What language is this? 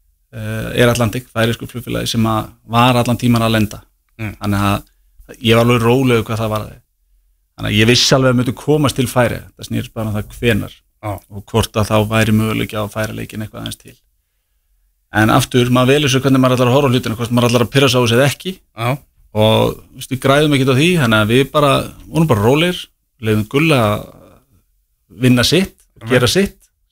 Icelandic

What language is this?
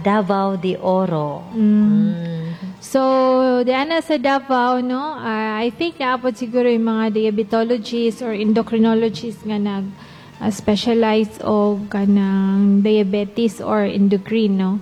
Cebuano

